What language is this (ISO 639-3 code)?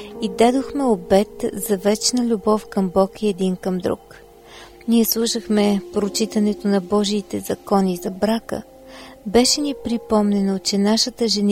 bul